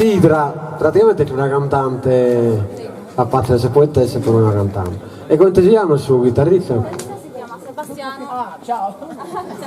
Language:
Sardinian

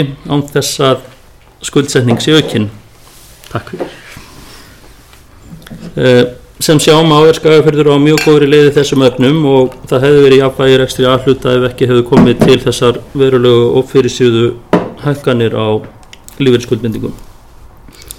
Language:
Icelandic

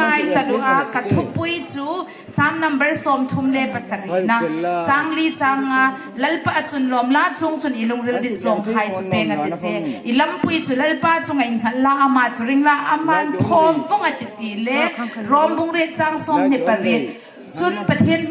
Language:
Hmar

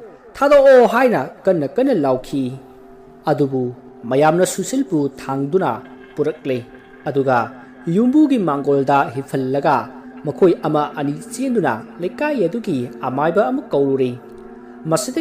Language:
Manipuri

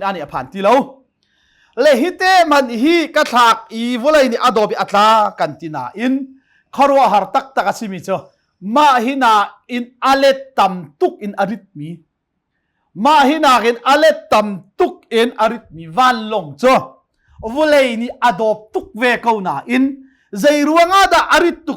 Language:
Hakha Chin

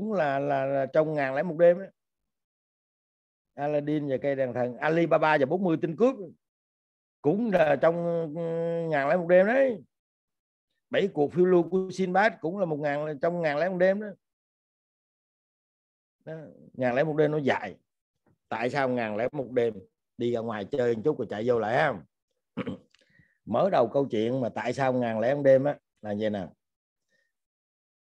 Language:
Vietnamese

